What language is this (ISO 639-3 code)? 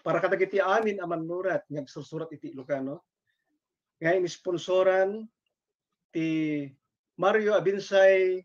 ilo